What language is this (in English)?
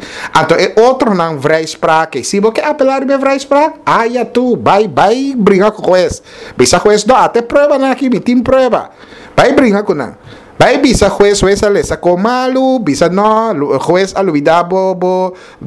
Papiamento